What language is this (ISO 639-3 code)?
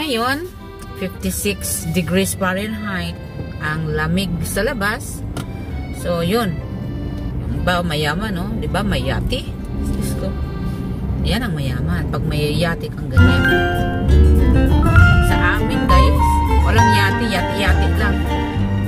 fil